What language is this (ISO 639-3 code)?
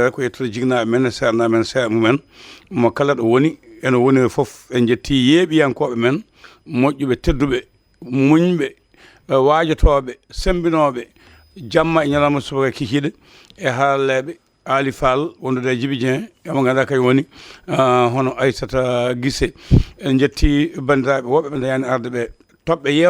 ful